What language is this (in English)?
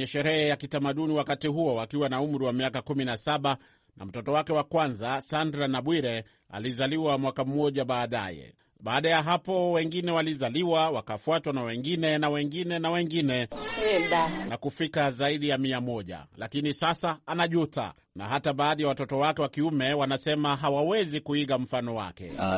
Swahili